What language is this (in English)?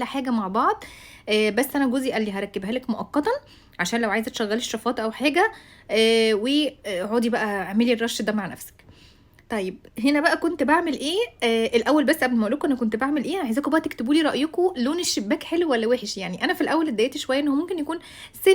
Egyptian Arabic